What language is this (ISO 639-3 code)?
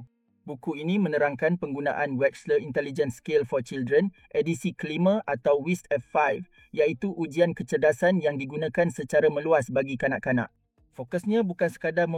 msa